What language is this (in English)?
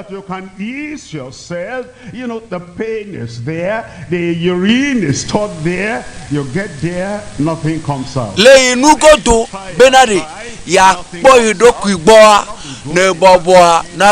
Ewe